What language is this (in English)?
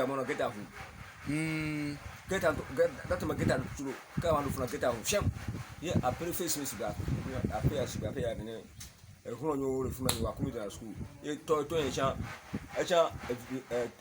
Ewe